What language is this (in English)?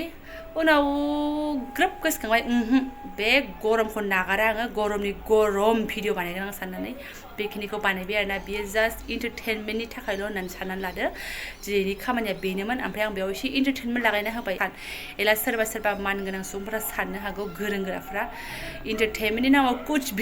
Bodo